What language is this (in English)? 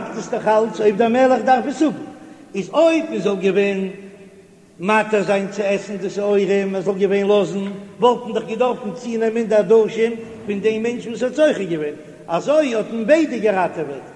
Yiddish